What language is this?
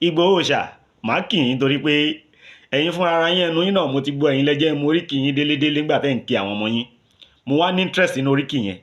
Yoruba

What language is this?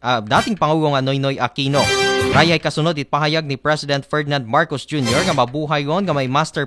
Aklanon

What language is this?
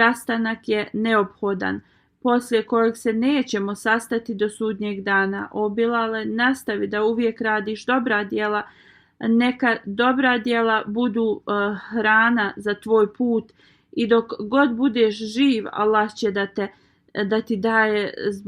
Bosnian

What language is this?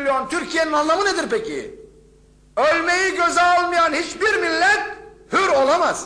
Turkish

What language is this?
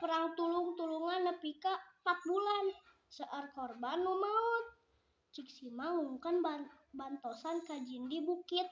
Sundanese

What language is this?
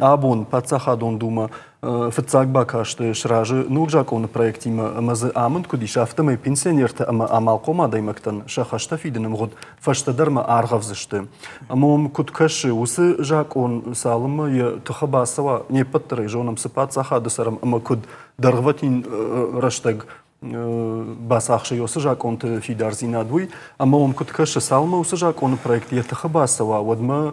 Ossetic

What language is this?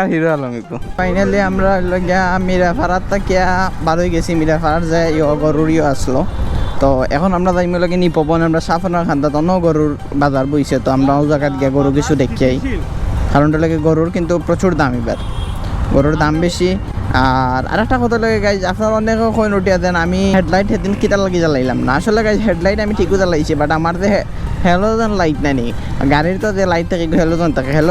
Sylheti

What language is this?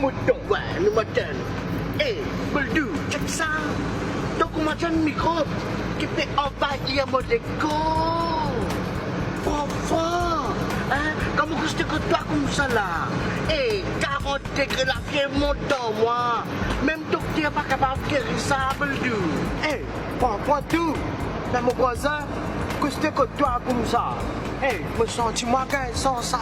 Morisyen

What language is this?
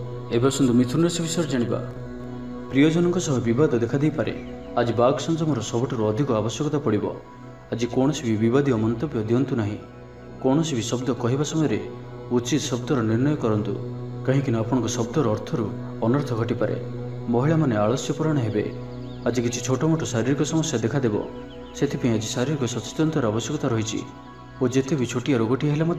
Odia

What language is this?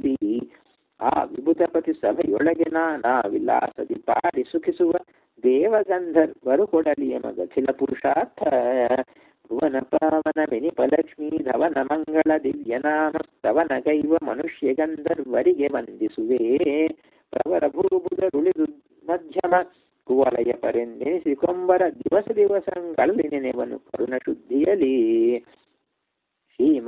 Kannada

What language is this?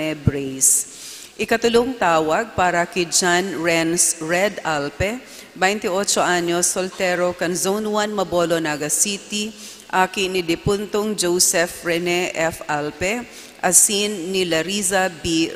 Bikol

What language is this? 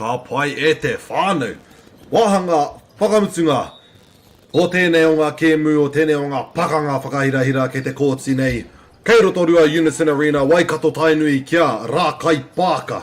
Māori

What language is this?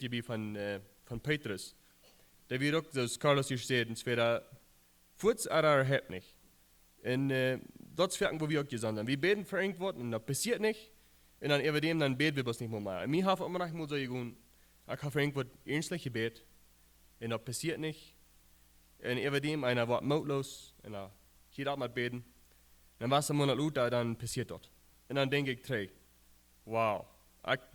Plautdietsch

